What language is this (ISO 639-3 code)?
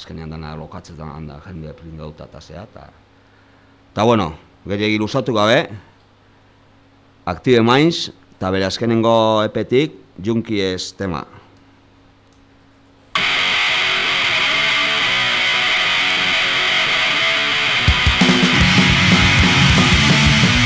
eus